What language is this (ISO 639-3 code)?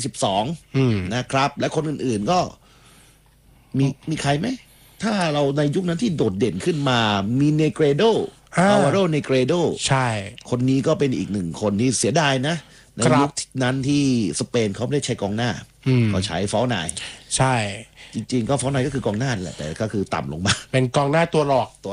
tha